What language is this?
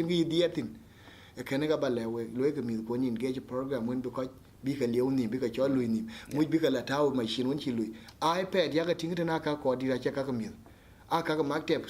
Dinka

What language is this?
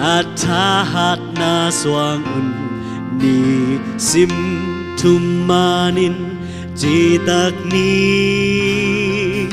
Tedim Chin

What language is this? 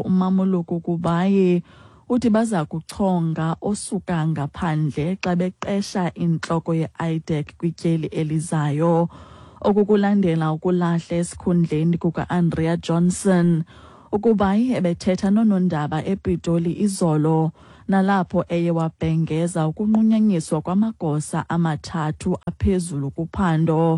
Xhosa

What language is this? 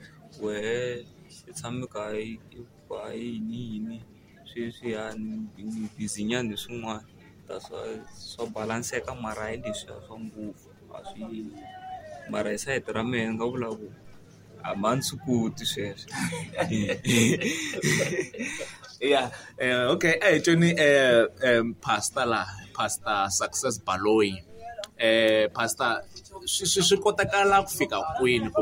Tsonga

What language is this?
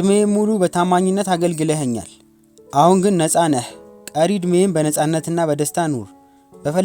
Amharic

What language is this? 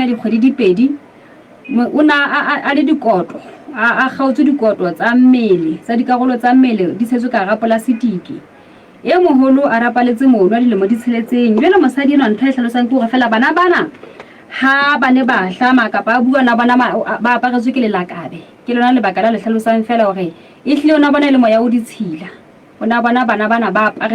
Southern Sotho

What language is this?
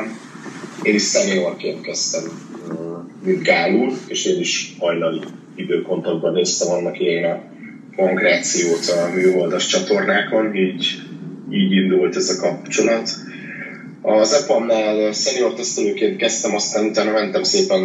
Hungarian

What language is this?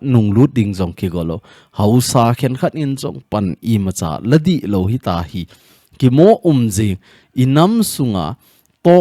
Thado Chin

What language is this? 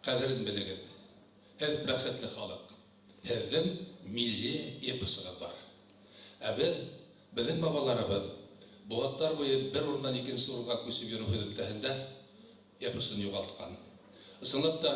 Bashkir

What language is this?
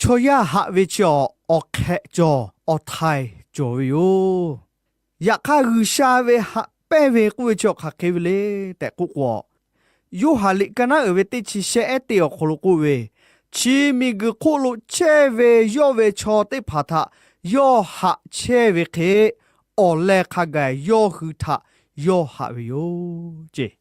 Lahu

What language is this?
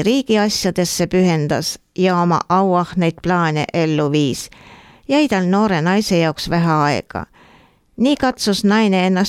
Estonian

